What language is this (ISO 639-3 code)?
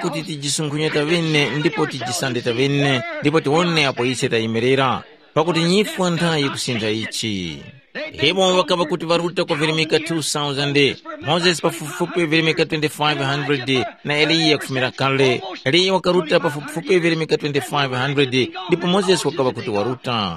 tum